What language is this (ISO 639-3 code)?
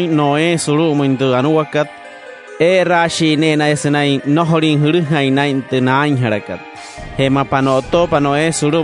guc